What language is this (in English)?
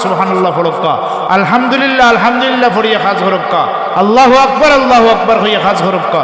Sylheti